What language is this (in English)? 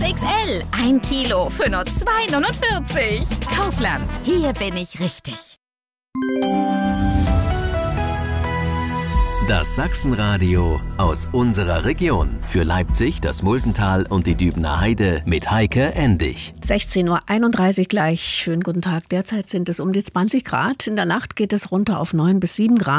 German